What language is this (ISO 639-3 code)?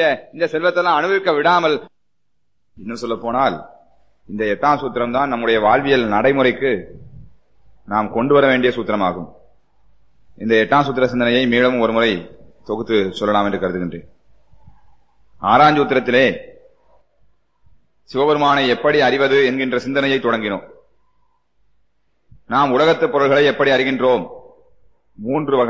tam